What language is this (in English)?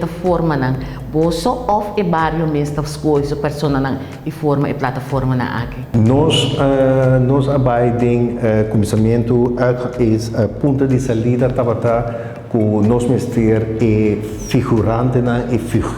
Papiamento